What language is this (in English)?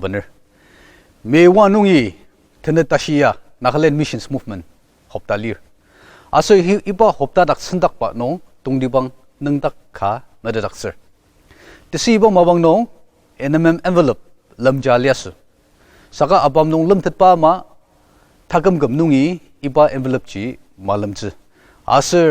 Ao Naga